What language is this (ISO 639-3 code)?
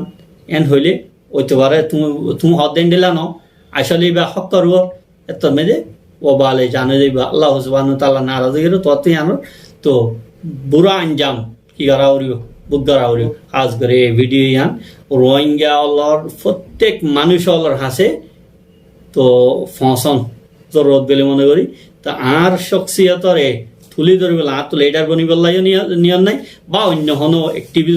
rhg